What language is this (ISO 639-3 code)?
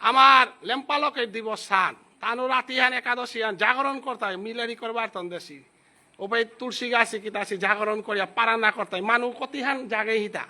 bpy